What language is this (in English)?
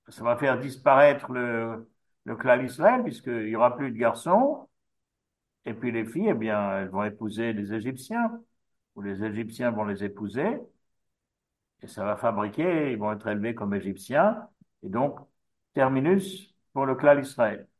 French